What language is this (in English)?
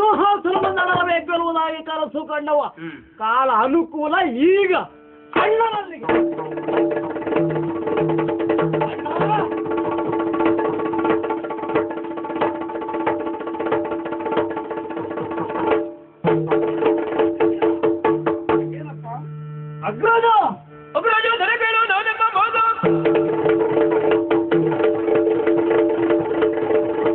Kannada